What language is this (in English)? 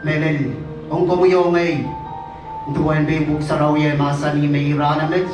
Pohnpeian